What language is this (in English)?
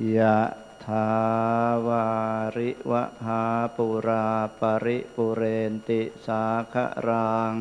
Pali